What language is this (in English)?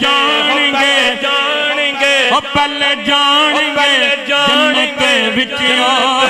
Urdu